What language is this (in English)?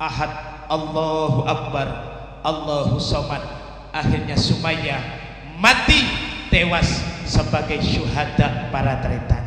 Madurese